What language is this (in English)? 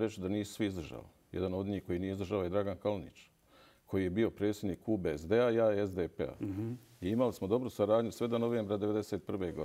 Bosnian